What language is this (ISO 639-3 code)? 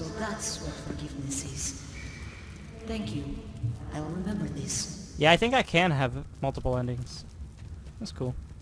eng